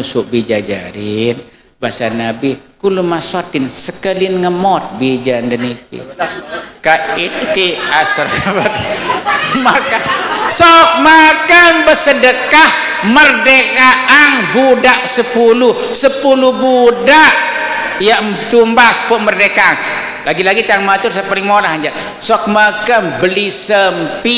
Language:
Sasak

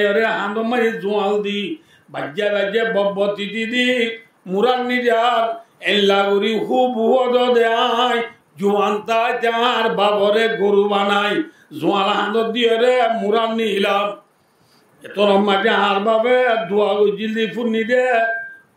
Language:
Rohingya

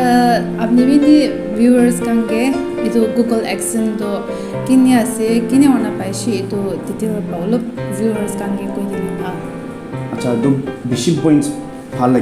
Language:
Naga Pidgin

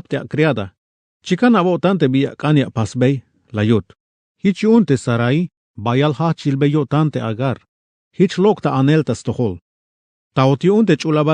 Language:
Tzeltal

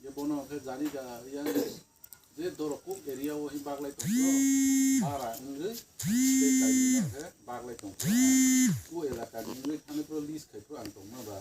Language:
Kok Borok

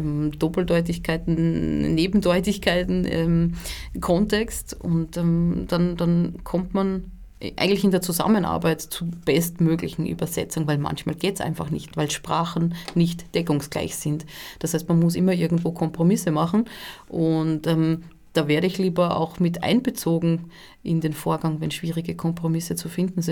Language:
German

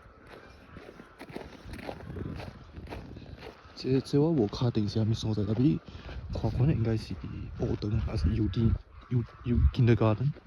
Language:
Min Nan Chinese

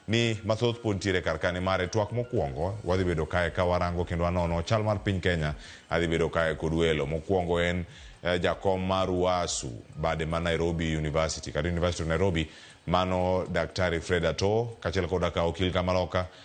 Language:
Luo (Kenya and Tanzania)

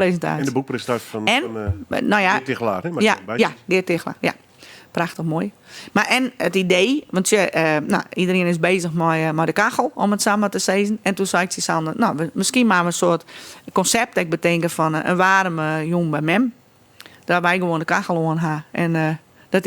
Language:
Western Frisian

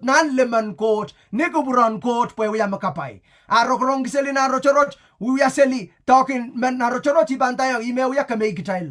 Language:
Pohnpeian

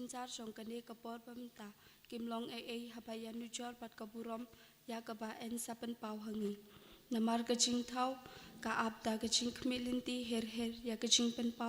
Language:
Khasi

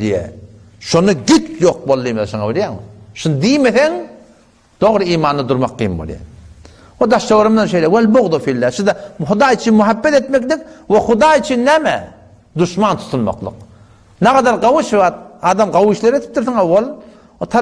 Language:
Turkmen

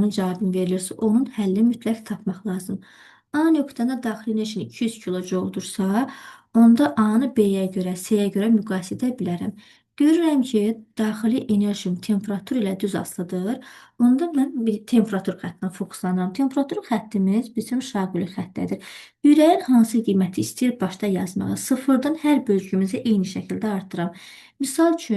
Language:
Azerbaijani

